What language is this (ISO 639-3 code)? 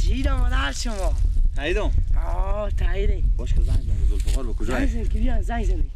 fas